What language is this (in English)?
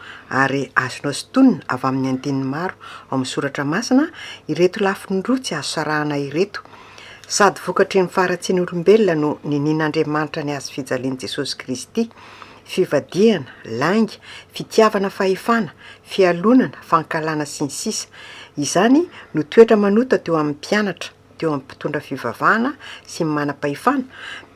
Malagasy